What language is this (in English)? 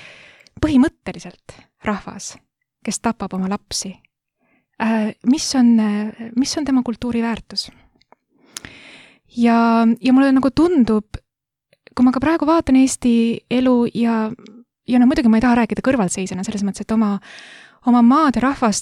Estonian